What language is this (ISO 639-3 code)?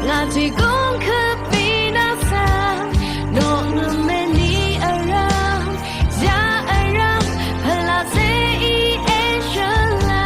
raw